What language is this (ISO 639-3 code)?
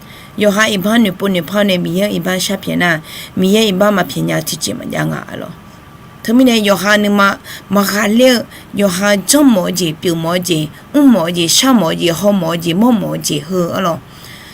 ahk